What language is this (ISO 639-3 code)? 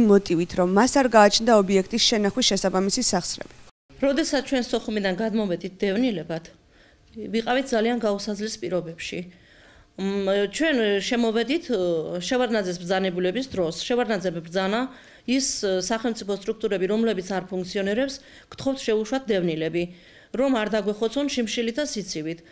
kat